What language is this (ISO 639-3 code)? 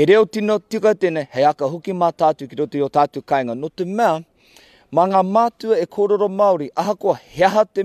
mri